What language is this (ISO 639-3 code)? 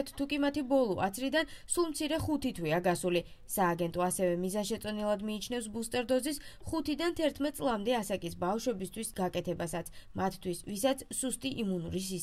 kat